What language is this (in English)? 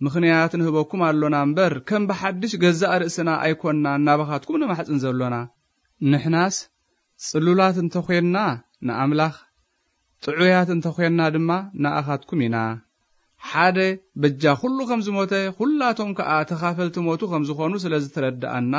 Tigrinya